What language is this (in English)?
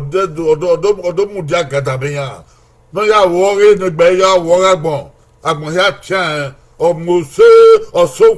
Bini